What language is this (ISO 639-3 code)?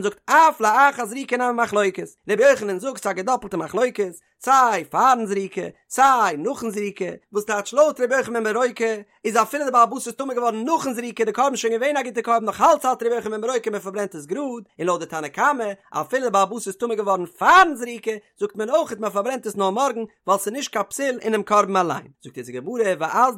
yid